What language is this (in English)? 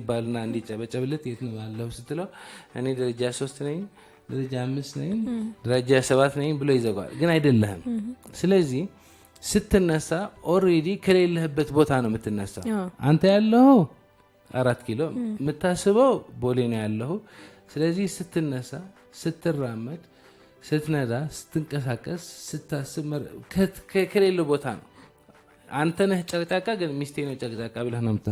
Amharic